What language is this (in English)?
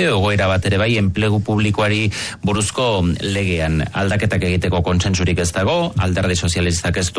Basque